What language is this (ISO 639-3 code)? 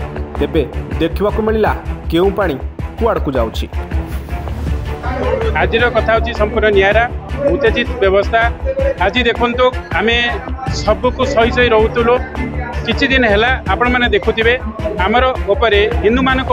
ori